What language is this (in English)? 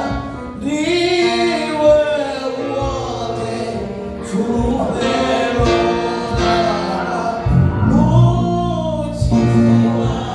Venda